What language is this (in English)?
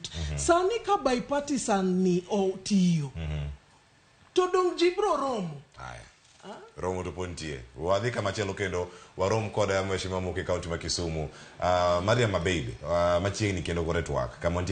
Luo (Kenya and Tanzania)